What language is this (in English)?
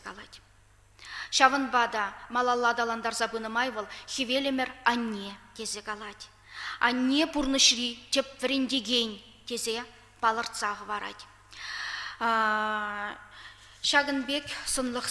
Chuvash